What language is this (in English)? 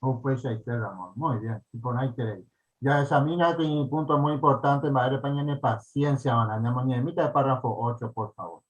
Guarani